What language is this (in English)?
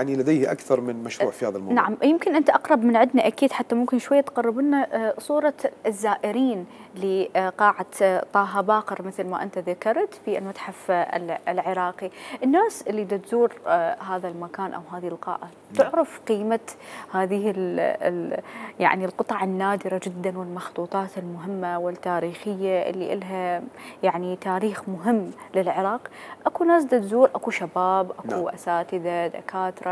Mesopotamian Arabic